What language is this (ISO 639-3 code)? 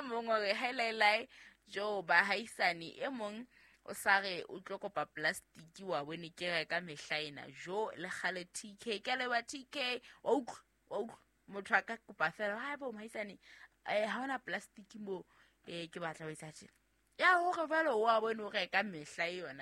sot